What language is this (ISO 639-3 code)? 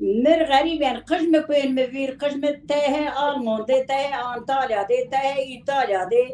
zza